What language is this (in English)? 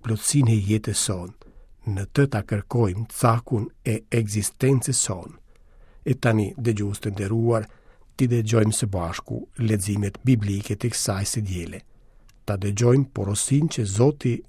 Albanian